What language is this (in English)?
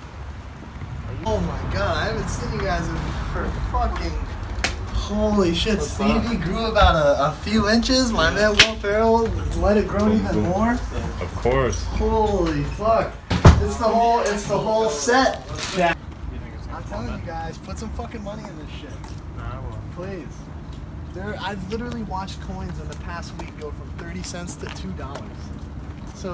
English